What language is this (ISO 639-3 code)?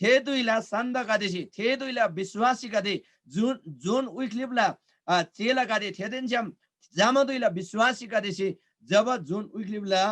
taj